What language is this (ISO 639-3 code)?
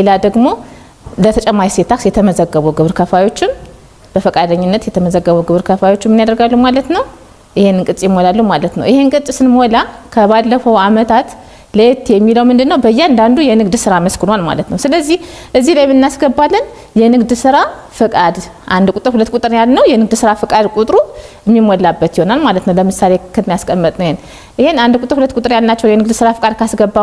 amh